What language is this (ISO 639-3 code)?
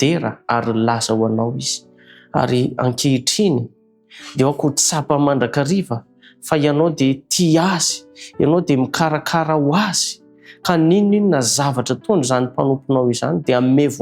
mlg